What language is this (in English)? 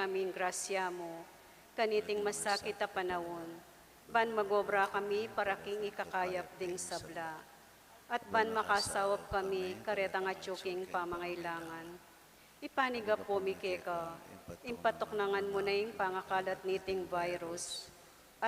Pampanga